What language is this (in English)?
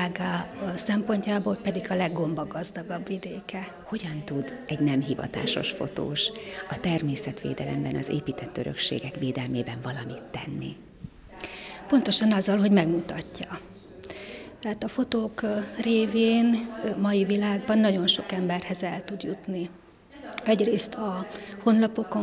Hungarian